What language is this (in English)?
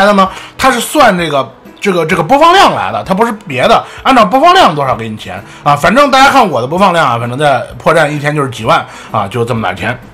Chinese